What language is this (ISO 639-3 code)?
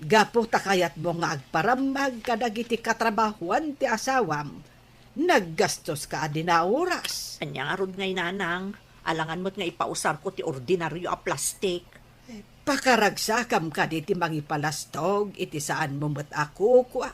ilo